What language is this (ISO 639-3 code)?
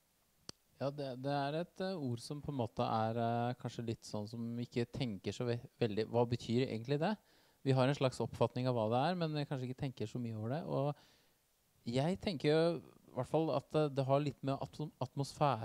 nor